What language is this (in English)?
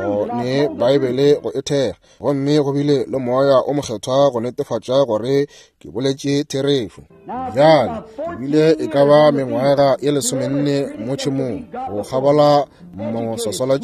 Northern Sotho